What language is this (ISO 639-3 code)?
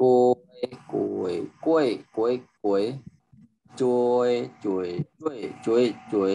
shn